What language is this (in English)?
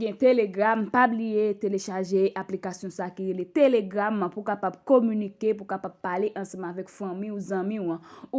Haitian Creole